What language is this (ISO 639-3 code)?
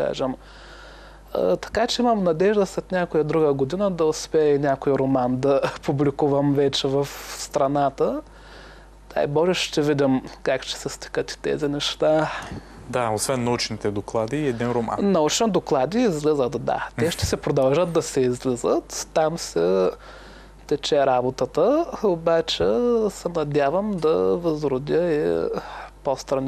bul